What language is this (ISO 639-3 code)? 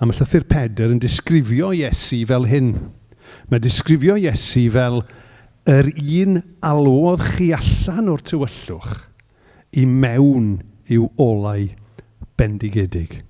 cym